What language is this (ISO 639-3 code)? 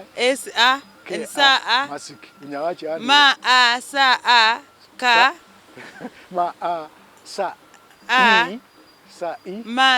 myx